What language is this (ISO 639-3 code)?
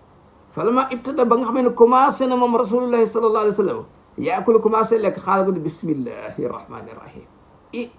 wol